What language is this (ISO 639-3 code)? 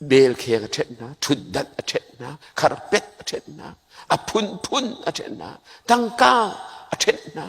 cnh